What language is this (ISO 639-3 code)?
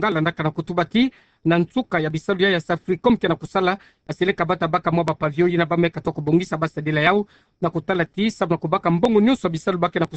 ktu